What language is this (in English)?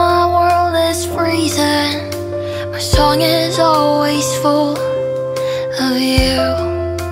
Korean